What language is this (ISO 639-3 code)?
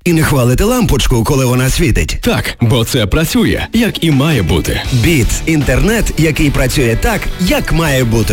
ukr